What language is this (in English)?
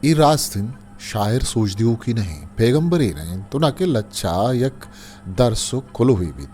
Eastern Balochi